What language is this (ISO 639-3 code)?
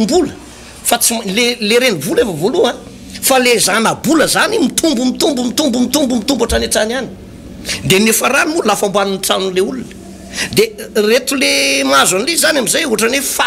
mlg